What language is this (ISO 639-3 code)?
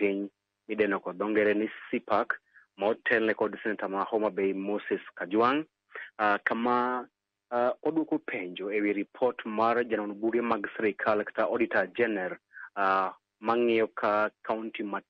luo